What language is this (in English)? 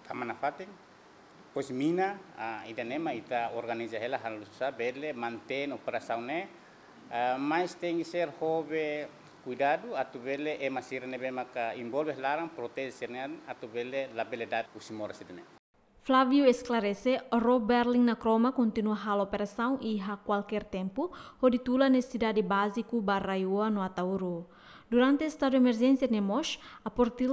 Tetum